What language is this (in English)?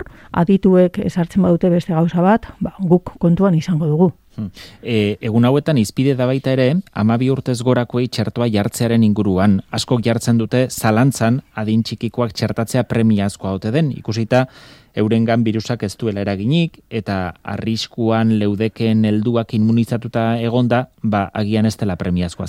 Basque